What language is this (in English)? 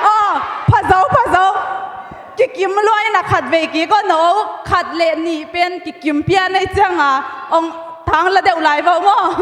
Tedim Chin